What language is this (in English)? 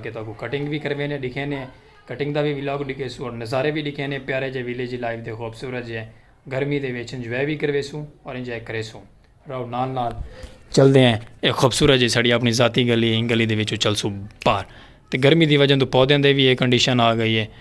Saraiki